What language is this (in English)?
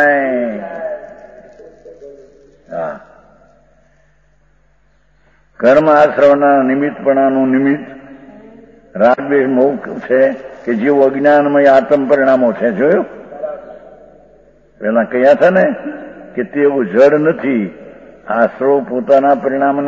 Gujarati